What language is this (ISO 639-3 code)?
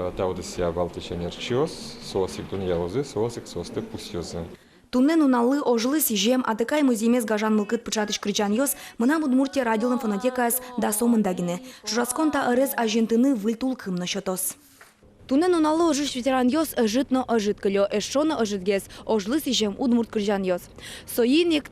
udm